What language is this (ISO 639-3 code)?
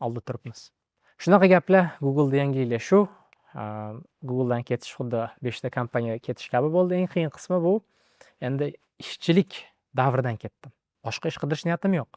uzb